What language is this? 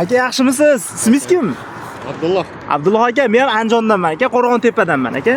Uzbek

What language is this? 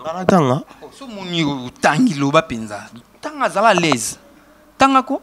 Lingala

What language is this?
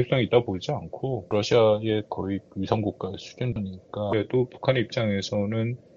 Korean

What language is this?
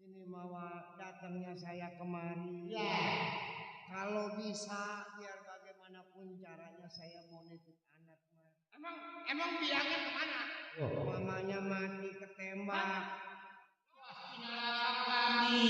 Betawi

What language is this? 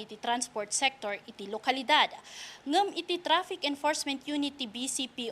Iloko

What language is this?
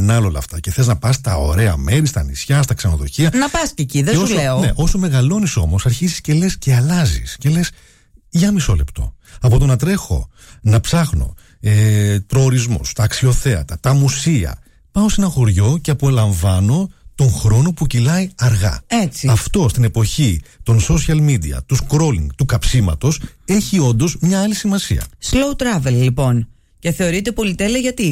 Greek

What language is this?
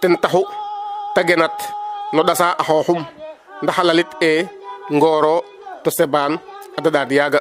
Serer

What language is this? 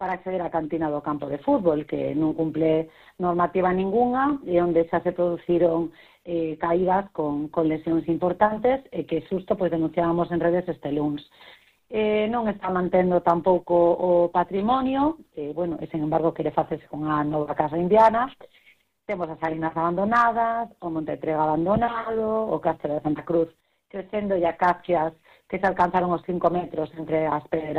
Galician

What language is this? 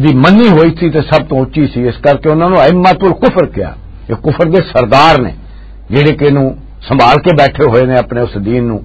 Western Panjabi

